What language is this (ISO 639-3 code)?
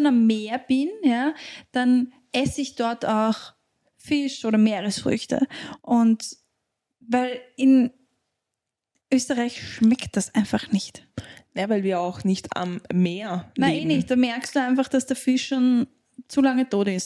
deu